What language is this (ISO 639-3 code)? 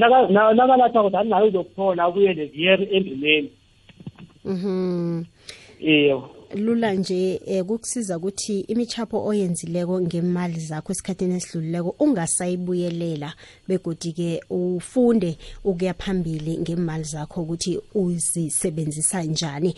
nbl